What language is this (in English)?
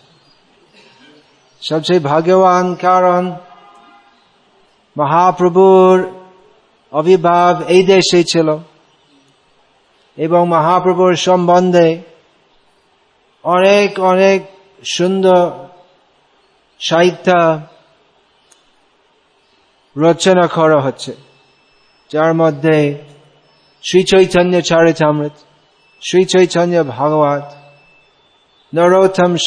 Bangla